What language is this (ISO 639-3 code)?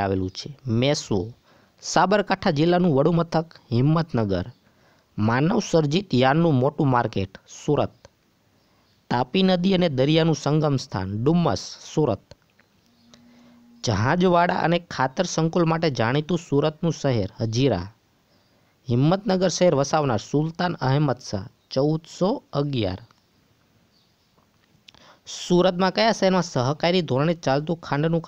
guj